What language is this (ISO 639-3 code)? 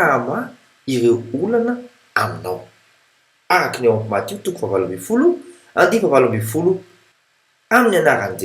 mlg